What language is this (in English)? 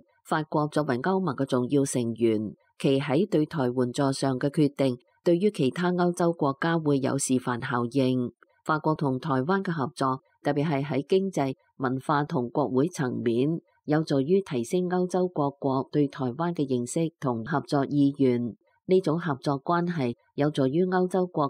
Cantonese